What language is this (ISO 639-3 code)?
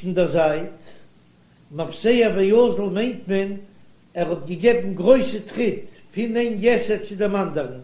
yid